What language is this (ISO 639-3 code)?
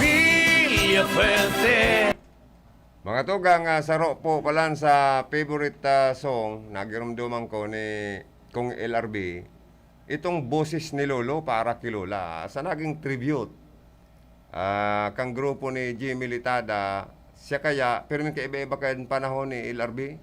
bik